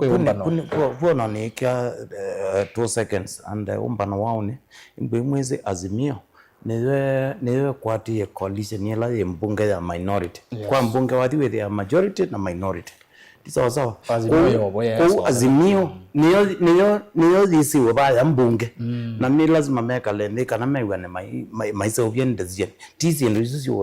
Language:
Kamba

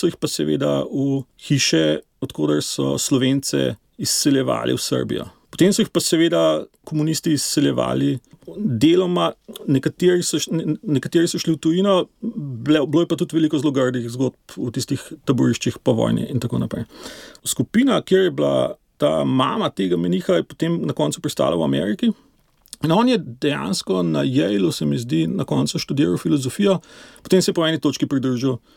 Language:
Slovenian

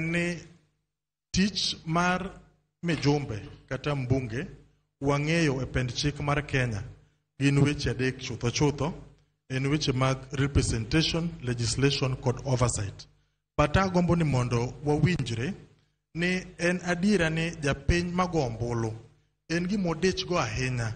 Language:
Luo (Kenya and Tanzania)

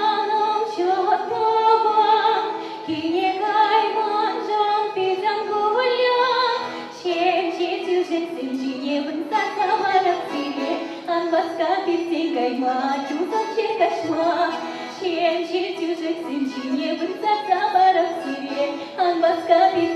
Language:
Chuvash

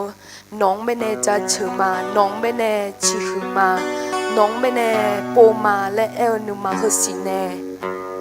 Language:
Akha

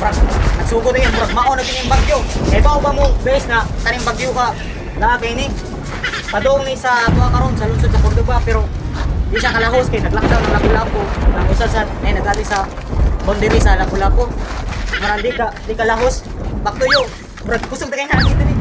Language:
Cebuano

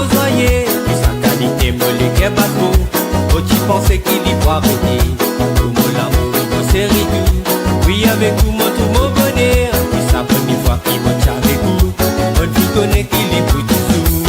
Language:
Morisyen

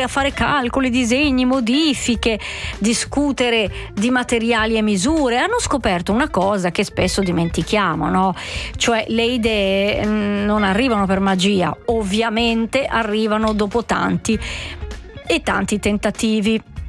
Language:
Italian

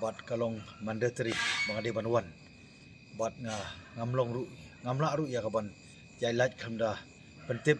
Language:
Khasi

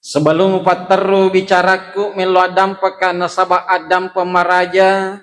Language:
Buginese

